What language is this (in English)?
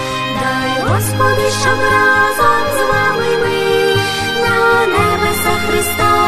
Ukrainian